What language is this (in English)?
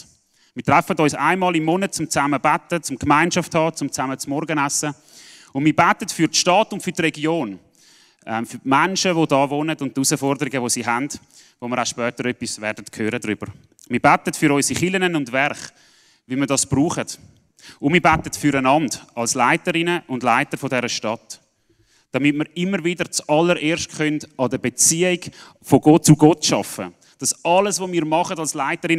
Swiss German